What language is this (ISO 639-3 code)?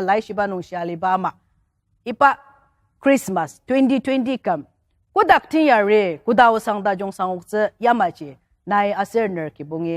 njo